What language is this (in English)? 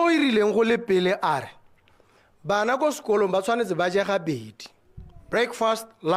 Tswana